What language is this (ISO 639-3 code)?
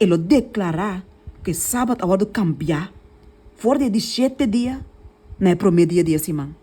pap